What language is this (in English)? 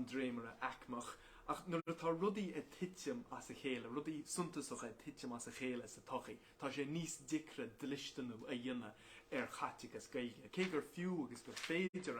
Irish